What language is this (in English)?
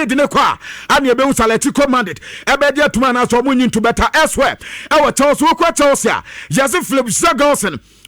Akan